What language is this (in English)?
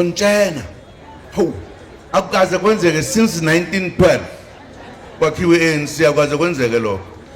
Zulu